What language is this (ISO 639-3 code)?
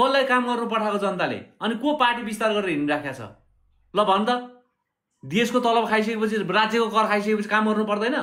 nep